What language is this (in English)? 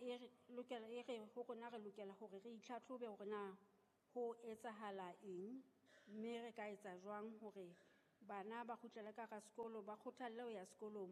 Southern Sotho